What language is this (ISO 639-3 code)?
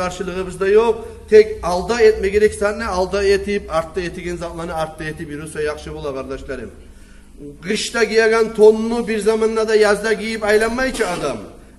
kum